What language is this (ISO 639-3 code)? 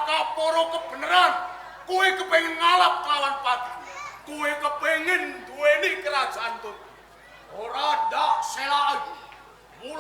jav